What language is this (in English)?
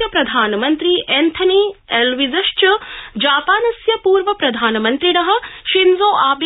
Sanskrit